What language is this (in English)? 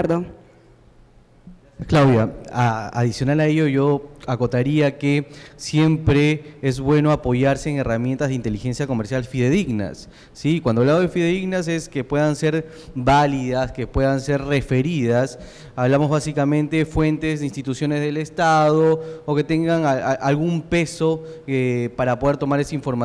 Spanish